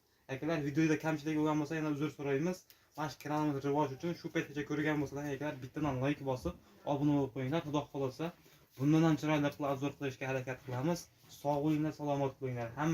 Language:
Uzbek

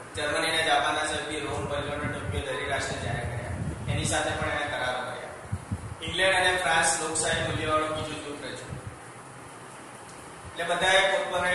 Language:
Gujarati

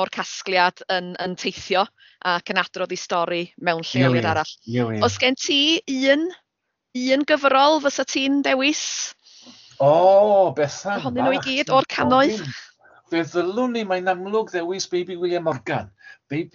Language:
Welsh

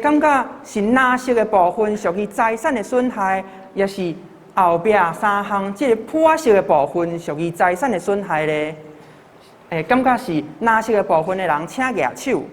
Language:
Min Nan Chinese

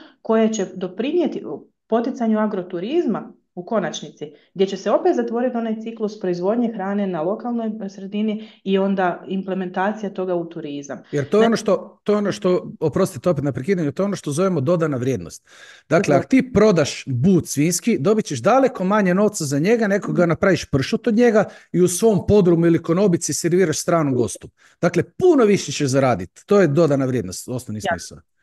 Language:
Croatian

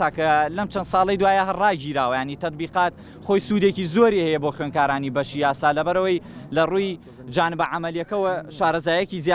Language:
Central Kurdish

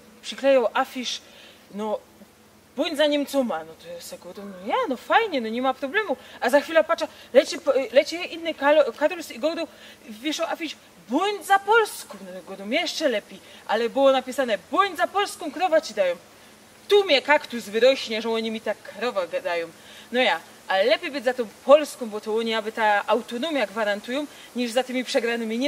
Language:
Silesian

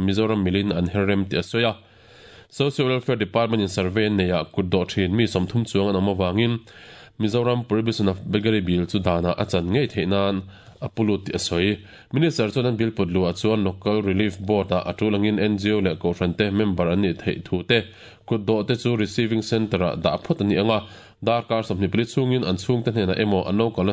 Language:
Mizo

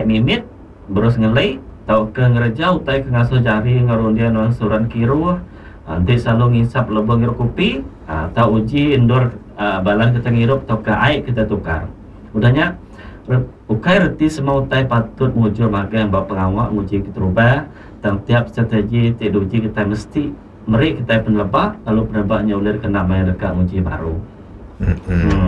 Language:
Iban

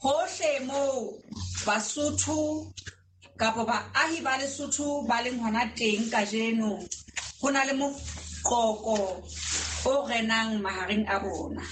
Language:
Southern Sotho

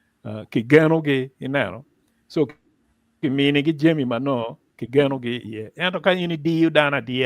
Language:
Acoli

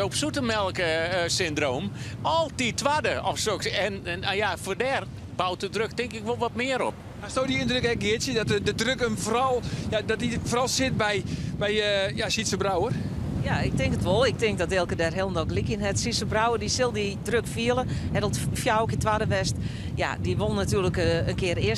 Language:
Western Frisian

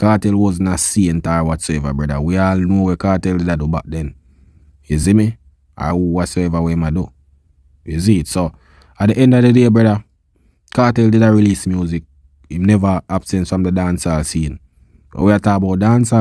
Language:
Jamaican Creole English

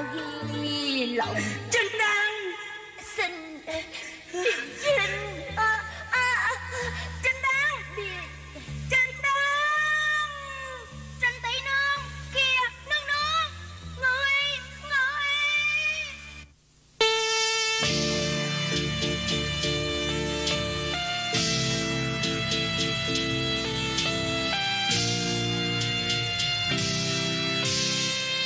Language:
Vietnamese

